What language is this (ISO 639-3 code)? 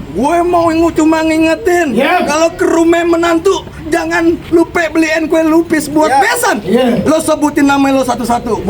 bew